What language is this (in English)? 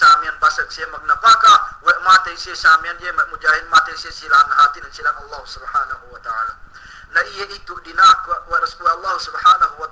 Yakan